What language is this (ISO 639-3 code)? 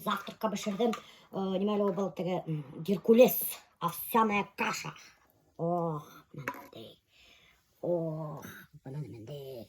bak